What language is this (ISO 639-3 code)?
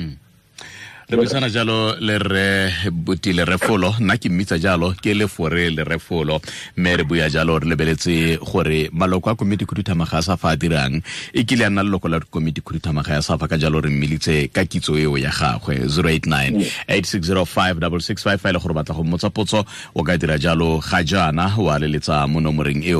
tsn